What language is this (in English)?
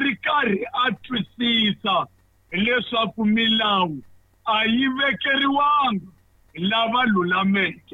Tsonga